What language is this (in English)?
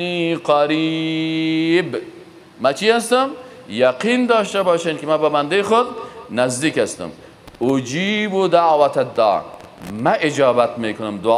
Persian